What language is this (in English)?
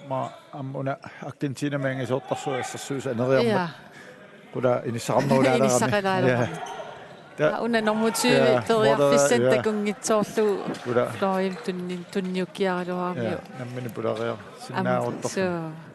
Kalaallisut